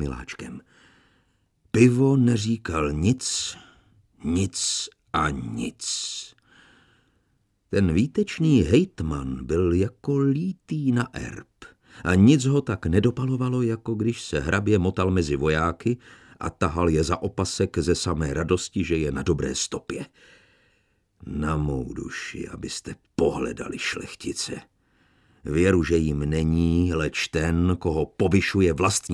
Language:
Czech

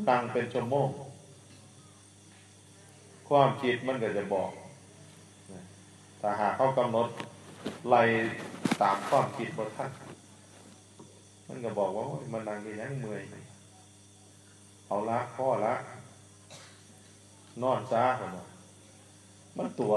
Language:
Northeastern Thai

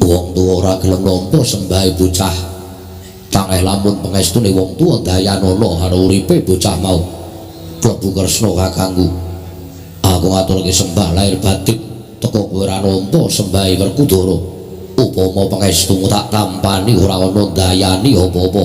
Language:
Javanese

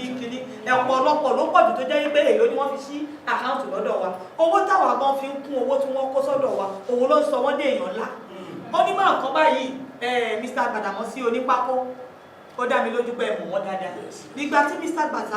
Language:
Yoruba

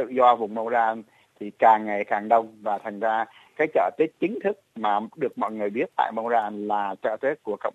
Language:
Vietnamese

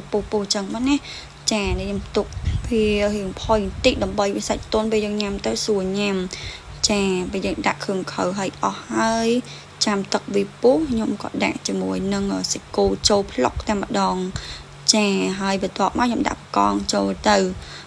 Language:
Khmer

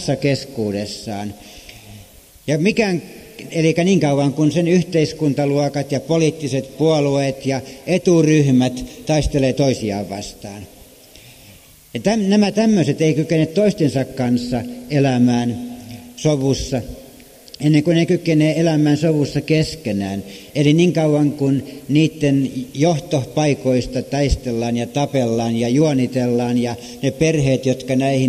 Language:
Finnish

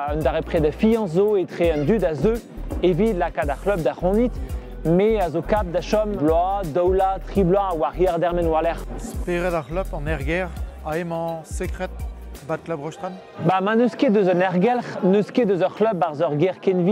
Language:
Breton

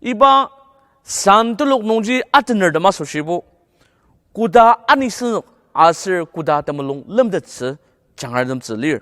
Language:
Ao Naga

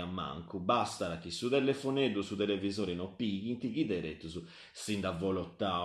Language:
Sardinian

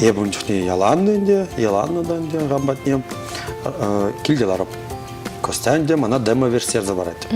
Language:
Chuvash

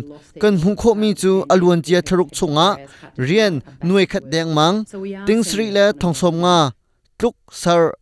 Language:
Hakha Chin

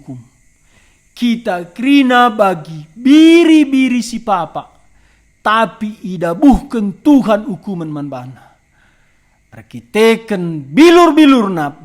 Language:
Batak Karo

